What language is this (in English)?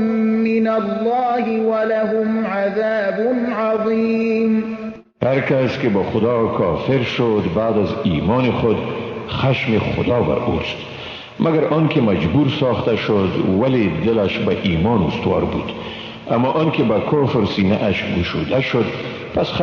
Persian